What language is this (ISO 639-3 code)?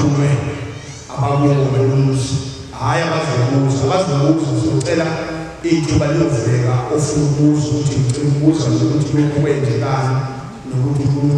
zul